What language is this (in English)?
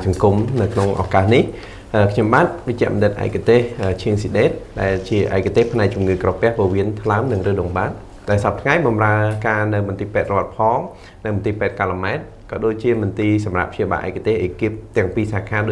Khmer